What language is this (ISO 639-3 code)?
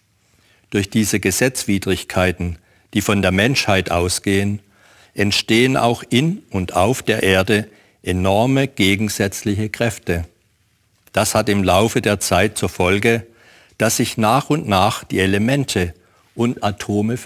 deu